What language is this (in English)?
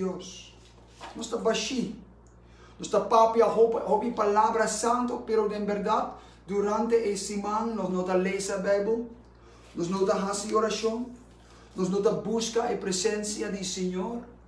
Papiamento